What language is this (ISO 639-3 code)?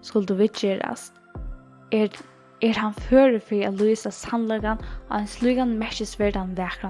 fao